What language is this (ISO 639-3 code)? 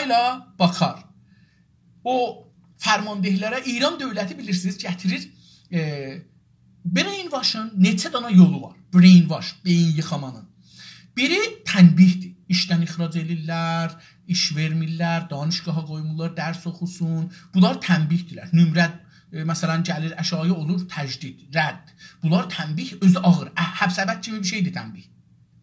azb